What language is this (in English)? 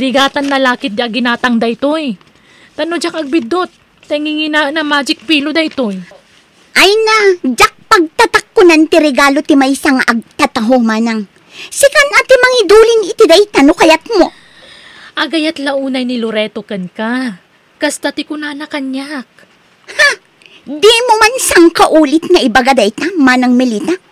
Iloko